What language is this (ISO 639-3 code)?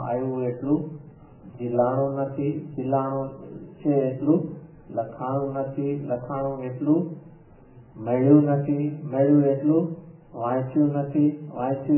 guj